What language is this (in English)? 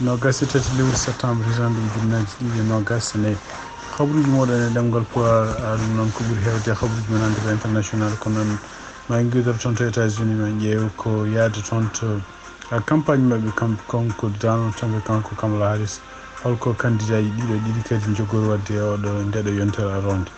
Fula